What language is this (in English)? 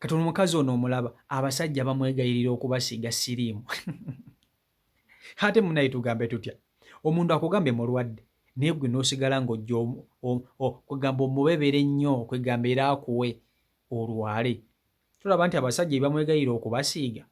Ganda